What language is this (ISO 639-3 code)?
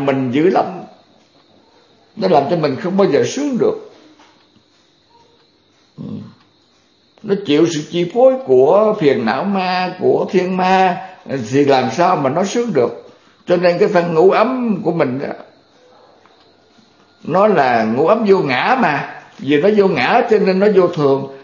vie